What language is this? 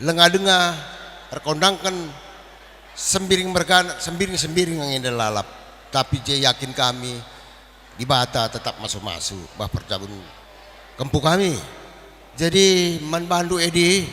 Batak Karo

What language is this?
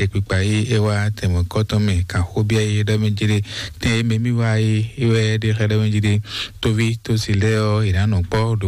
Fon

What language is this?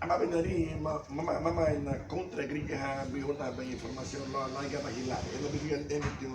Garifuna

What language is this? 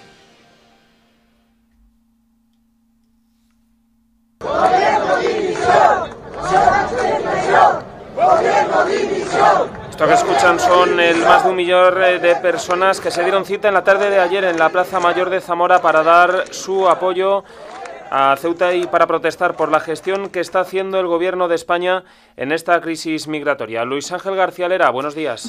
Spanish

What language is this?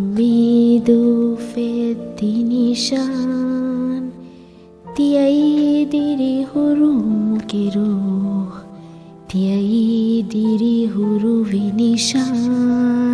Divehi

